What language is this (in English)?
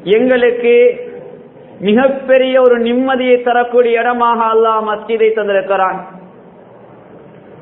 Tamil